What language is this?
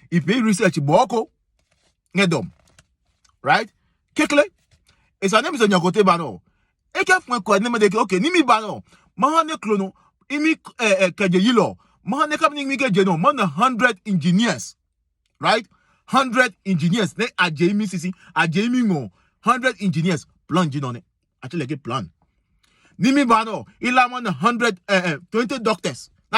Adangme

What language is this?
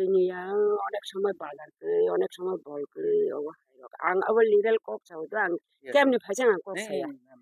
Kok Borok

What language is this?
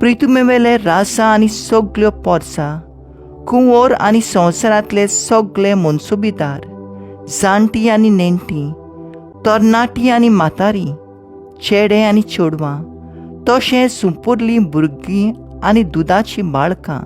Konkani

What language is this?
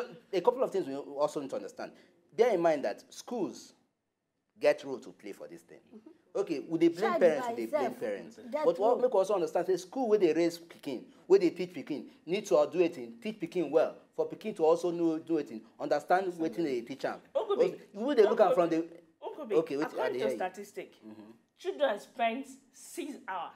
Nigerian Pidgin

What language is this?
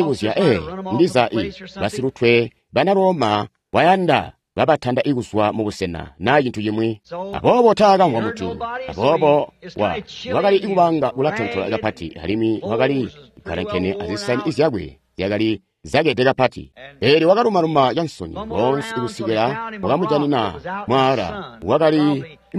Tonga (Zambia)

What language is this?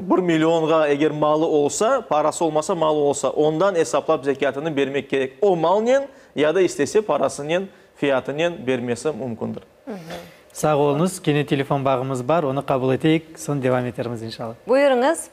Crimean Tatar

